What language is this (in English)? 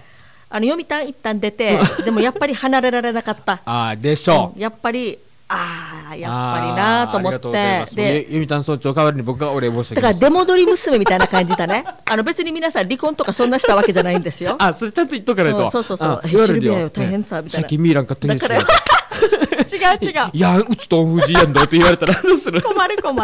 Japanese